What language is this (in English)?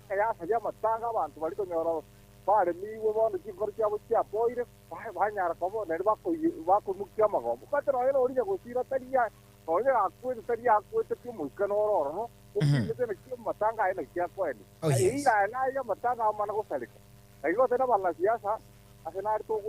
Gusii